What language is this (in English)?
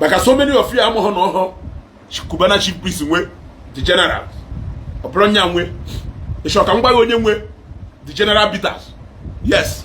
Igbo